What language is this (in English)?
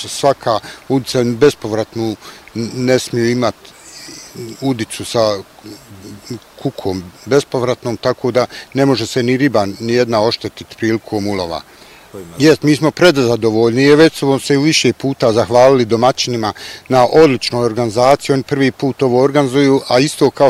Bosnian